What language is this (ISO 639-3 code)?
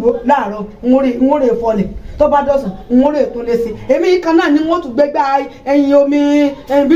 yor